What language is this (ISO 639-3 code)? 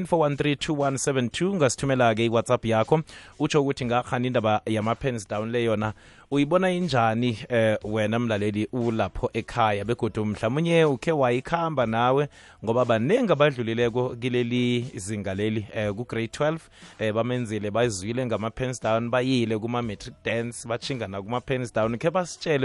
nbl